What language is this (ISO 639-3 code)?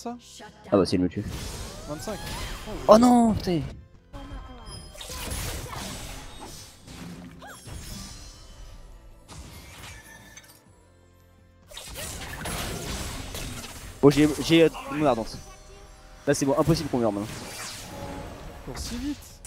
fra